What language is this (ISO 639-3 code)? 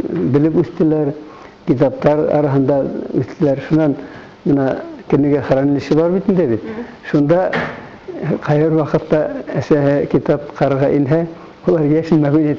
bak